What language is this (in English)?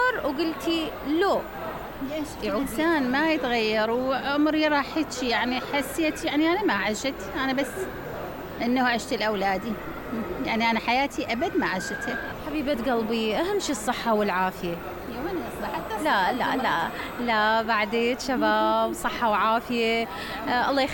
Mesopotamian Arabic